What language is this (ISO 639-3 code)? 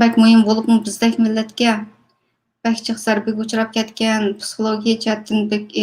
uig